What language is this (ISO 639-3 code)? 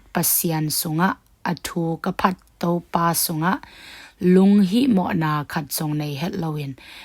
ctd